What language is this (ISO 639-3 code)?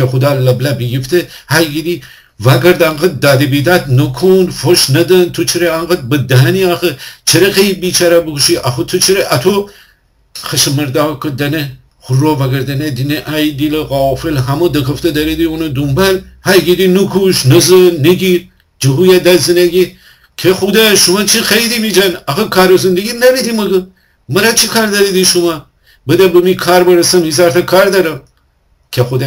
glk